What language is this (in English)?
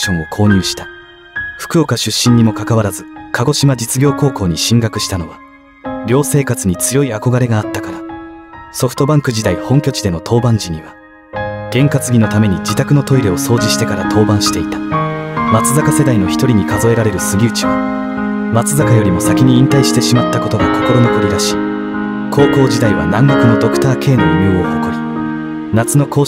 Japanese